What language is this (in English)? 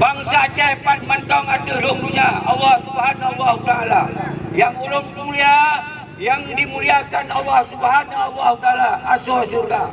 Achinese